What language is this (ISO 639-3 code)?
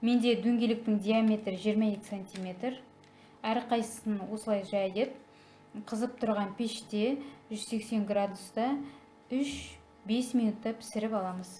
kaz